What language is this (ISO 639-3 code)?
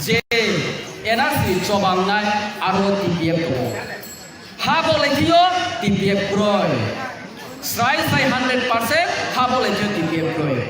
ria